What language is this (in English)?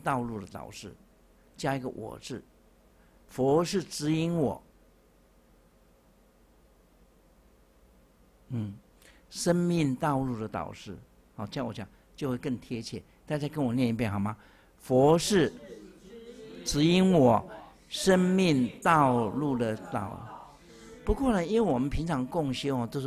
Chinese